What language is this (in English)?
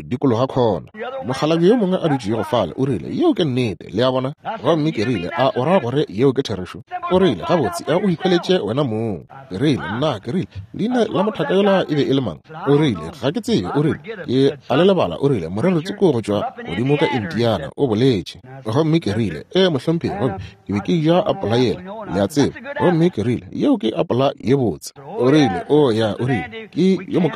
Northern Sotho